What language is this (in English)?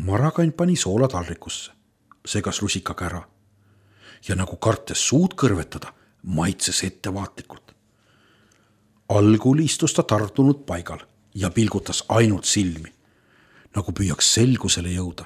Estonian